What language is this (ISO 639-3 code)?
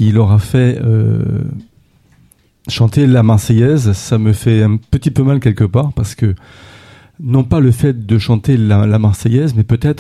fra